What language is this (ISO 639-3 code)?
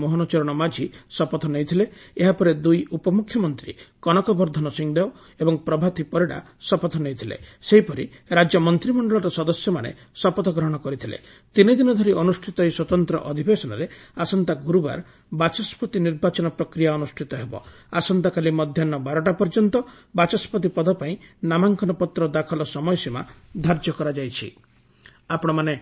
ori